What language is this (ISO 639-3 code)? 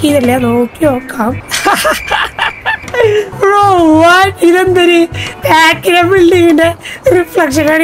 mal